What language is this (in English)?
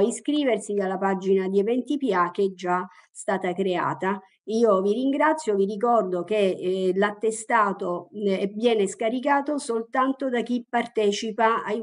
Italian